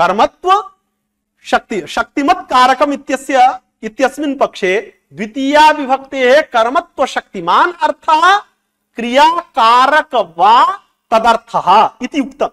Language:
Sanskrit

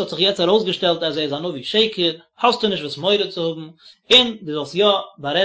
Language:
Yiddish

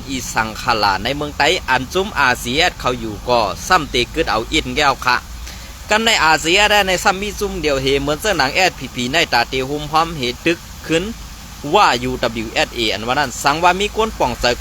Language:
Shan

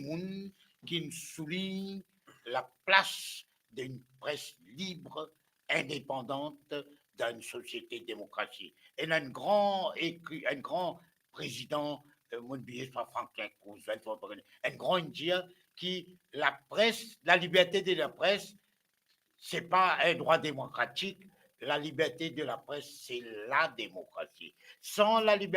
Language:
Morisyen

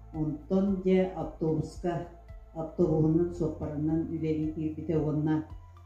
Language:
Yakut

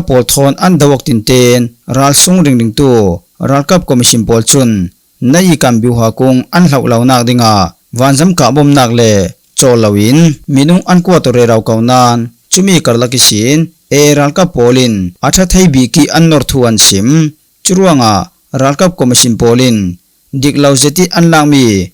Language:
Falam Chin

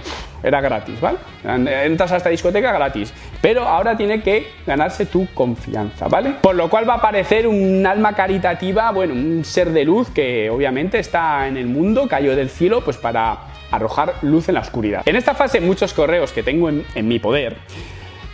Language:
Spanish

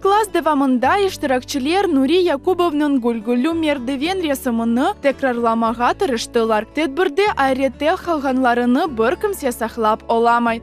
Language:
Crimean Tatar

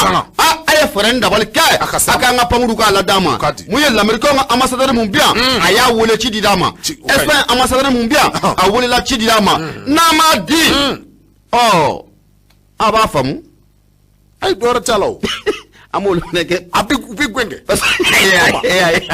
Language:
Bambara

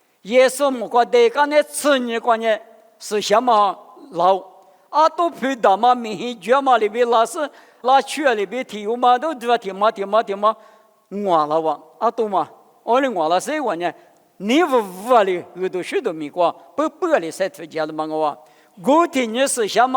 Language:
Lisu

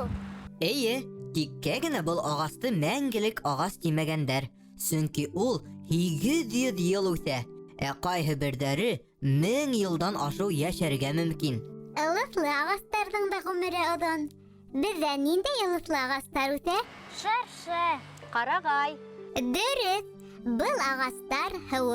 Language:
Bashkir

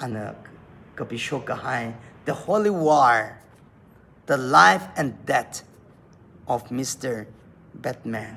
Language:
Tangkhul Naga (India)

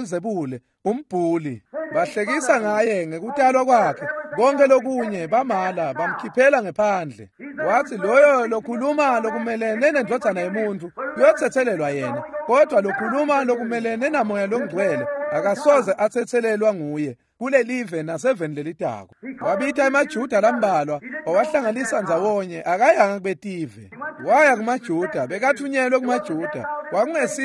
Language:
Swati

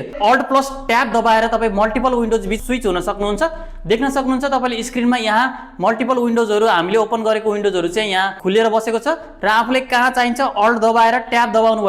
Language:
Nepali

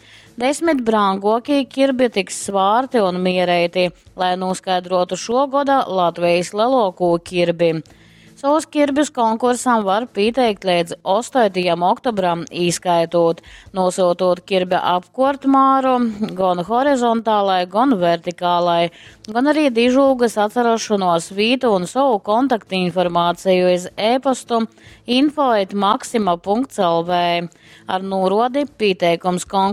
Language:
Latgalian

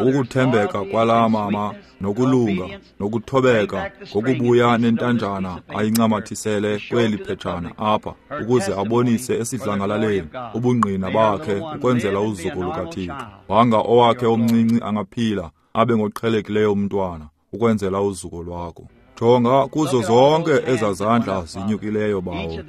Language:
Xhosa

